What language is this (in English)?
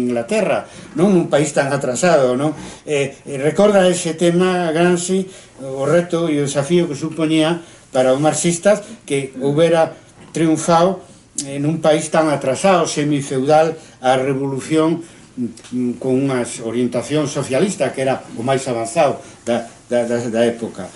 Galician